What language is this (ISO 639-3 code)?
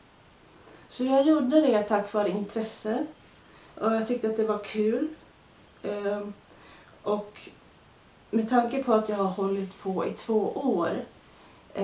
swe